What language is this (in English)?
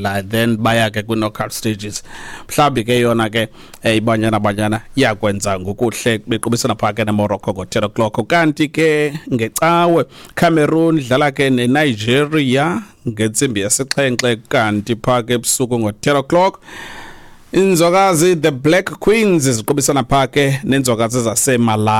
Xhosa